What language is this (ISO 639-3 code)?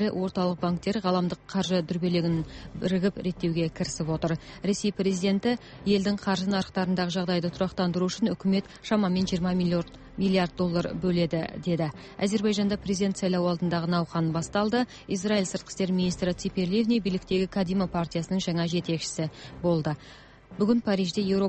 kaz